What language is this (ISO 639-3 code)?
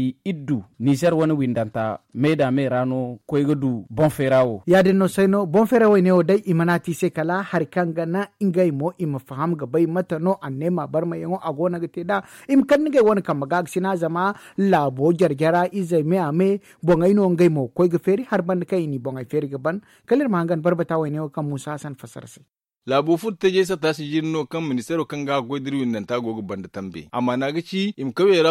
dje